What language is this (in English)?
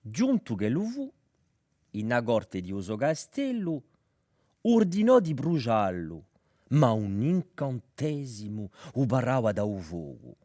Corsican